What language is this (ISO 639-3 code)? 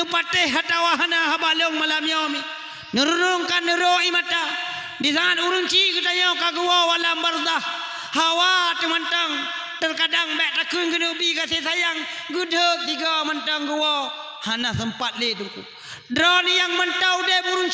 ace